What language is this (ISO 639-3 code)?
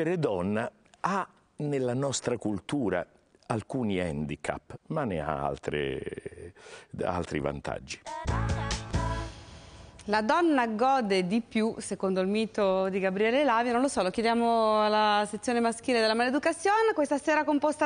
ita